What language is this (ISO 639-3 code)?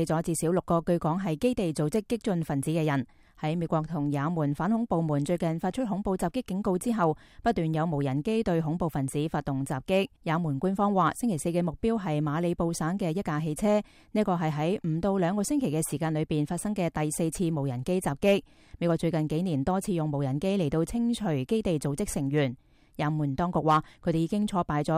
yue